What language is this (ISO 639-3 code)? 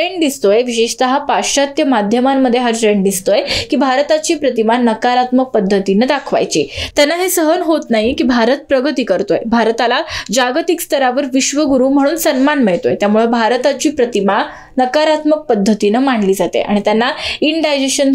mar